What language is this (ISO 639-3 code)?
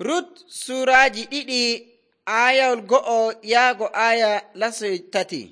fuv